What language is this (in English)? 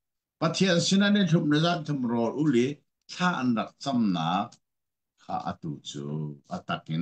Hakha Chin